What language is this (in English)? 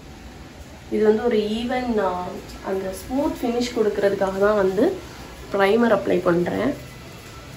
Tamil